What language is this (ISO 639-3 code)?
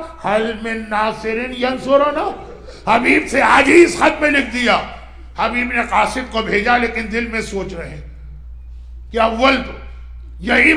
urd